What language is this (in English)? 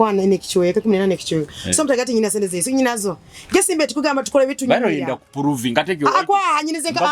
Nyoro